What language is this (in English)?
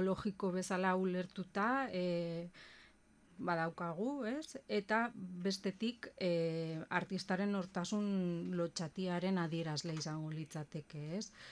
Basque